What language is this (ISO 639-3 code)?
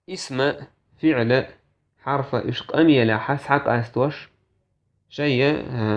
che